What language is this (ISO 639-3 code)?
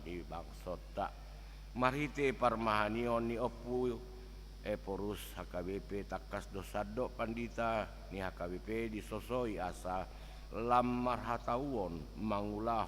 bbc